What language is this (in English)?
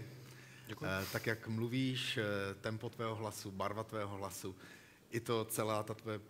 Czech